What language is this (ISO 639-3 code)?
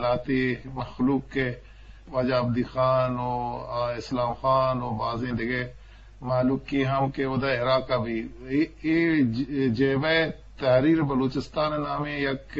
bgp